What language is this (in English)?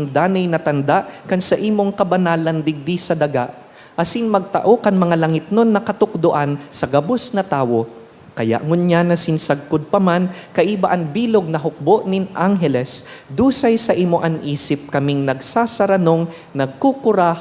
Bikol